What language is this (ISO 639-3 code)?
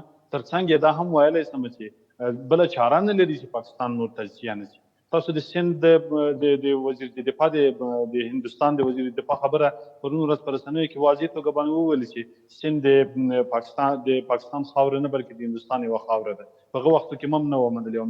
pus